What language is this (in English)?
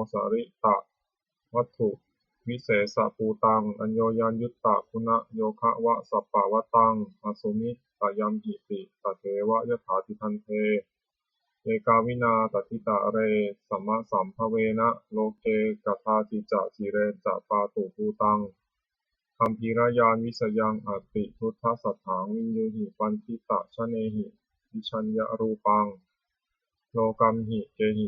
Pali